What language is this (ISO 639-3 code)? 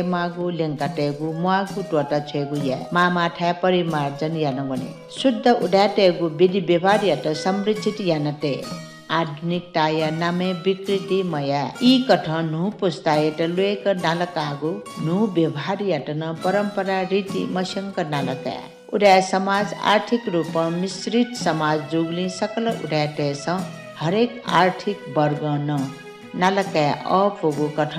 new